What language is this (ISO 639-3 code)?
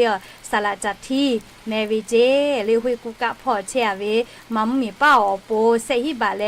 lhu